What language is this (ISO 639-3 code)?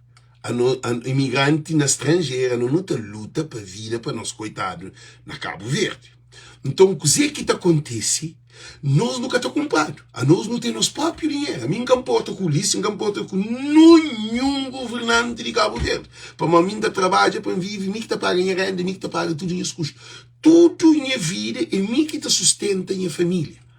kea